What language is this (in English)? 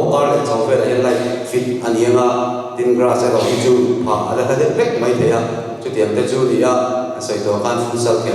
Mizo